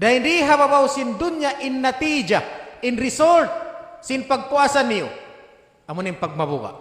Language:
Tausug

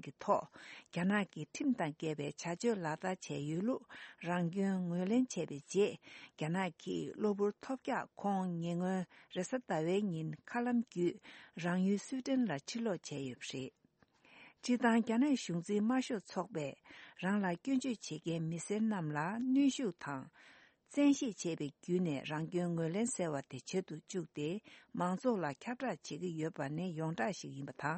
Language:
Tibetan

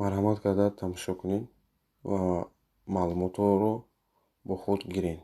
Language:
Tajik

